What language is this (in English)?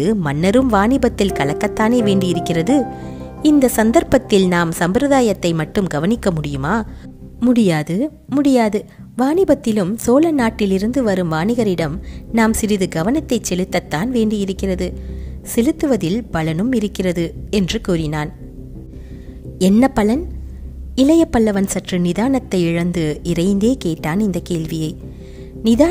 Tamil